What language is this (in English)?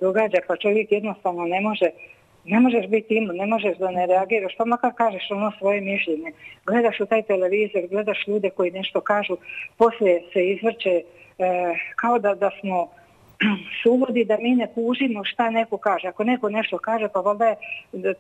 Croatian